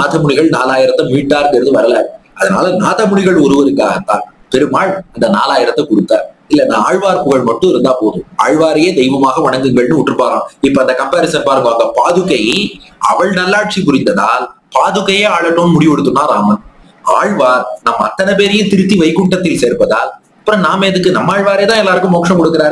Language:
Tamil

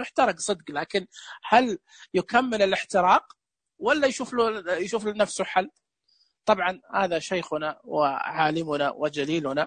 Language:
Najdi Arabic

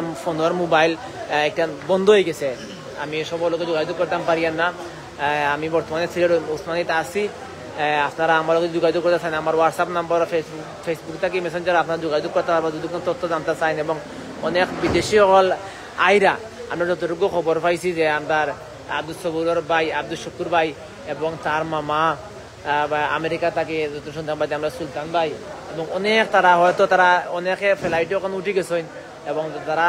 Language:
Sylheti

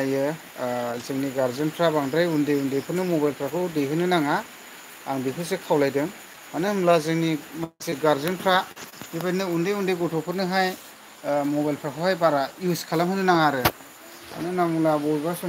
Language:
Bodo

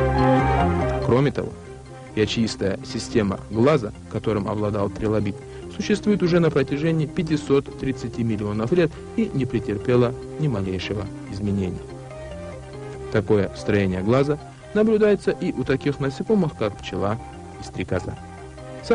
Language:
Russian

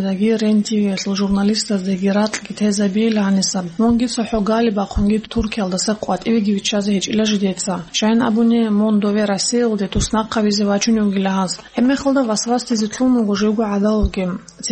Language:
Avaric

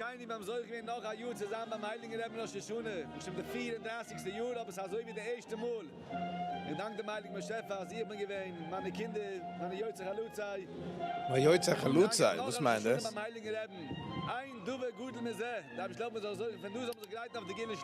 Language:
Yiddish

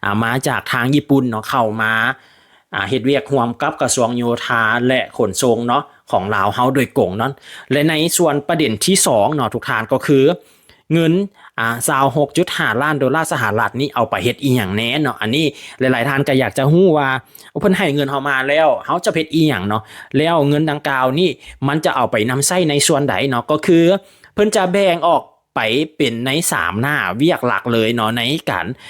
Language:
Lao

